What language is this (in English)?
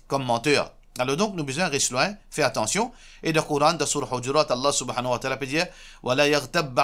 Morisyen